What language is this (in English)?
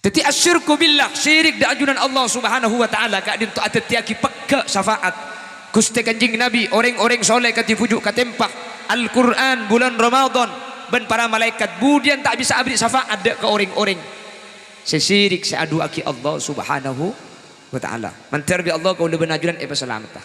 Madurese